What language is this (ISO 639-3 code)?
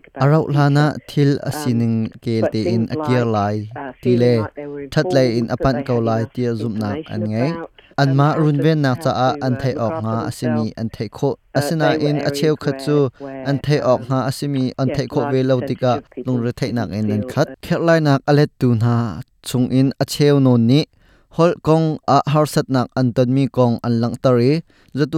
cnh